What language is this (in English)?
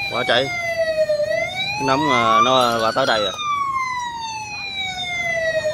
Vietnamese